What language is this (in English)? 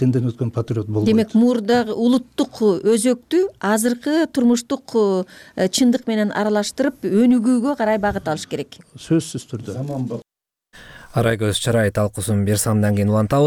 Kyrgyz